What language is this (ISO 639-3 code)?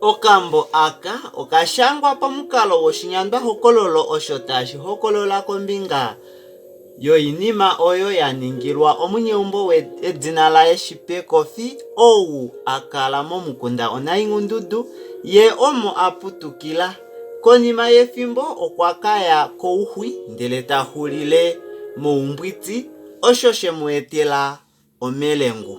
kua